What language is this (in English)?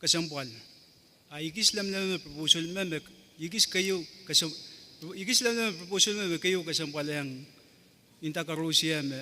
Pohnpeian